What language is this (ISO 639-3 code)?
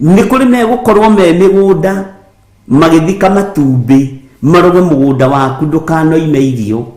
kik